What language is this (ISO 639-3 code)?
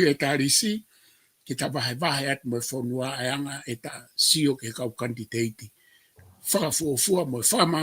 ton